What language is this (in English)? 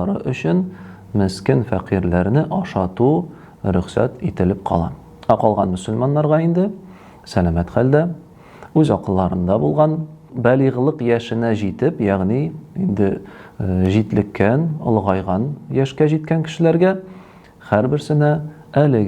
Tatar